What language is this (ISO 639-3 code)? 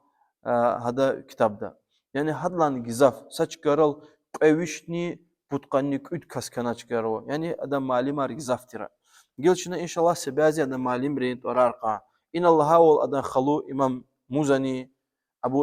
lez